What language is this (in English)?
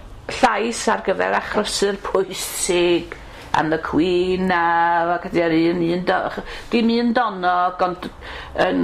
Welsh